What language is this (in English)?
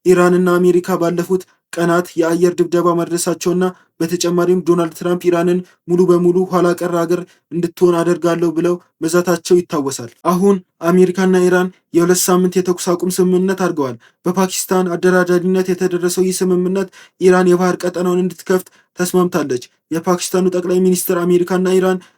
Amharic